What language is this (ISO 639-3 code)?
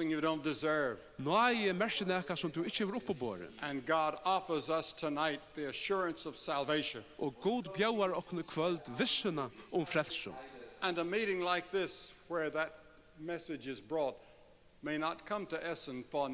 fao